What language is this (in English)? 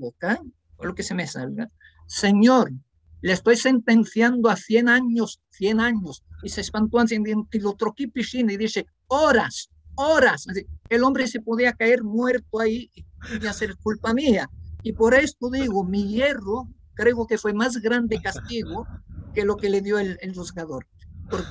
Ladino